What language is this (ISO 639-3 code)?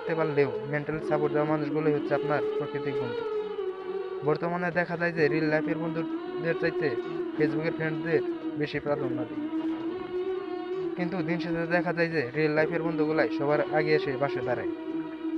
ben